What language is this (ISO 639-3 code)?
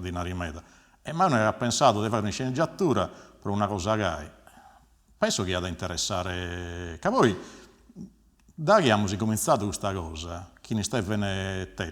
srd